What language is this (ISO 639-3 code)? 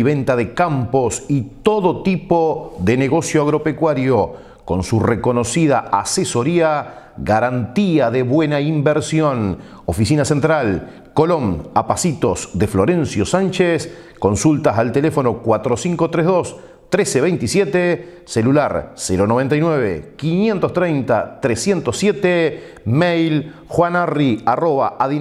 spa